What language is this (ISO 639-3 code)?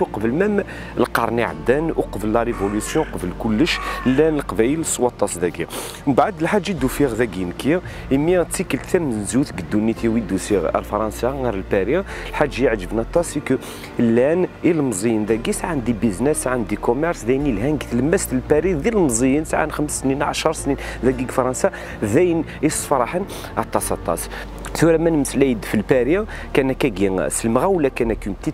kab